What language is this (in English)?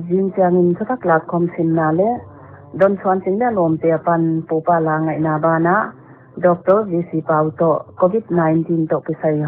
Paite Chin